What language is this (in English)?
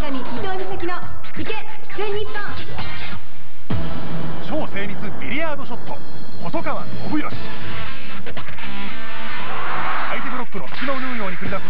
Japanese